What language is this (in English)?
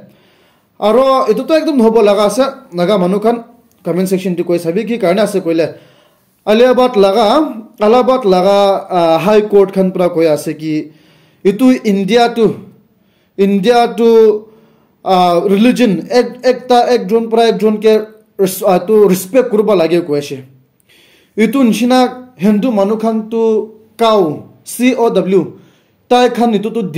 Naga Pidgin